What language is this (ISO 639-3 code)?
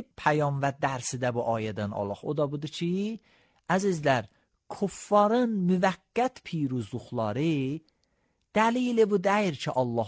aze